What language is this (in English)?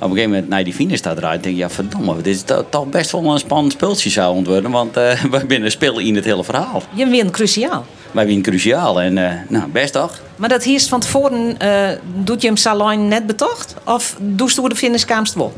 Western Frisian